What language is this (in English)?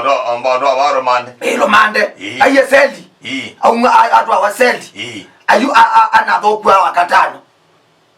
Kamba